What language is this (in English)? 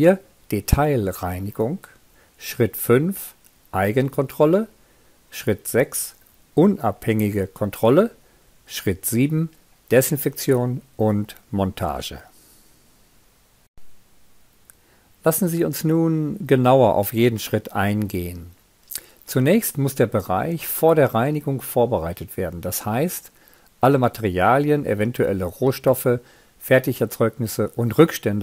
German